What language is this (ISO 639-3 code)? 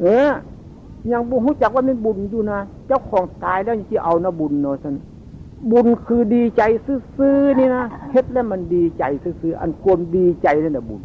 tts